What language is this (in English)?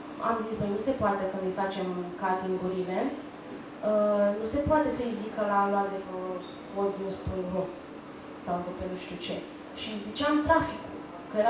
Romanian